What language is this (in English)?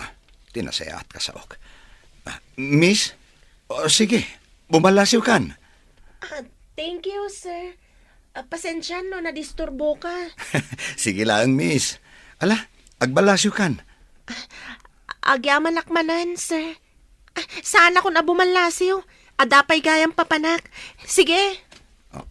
Iloko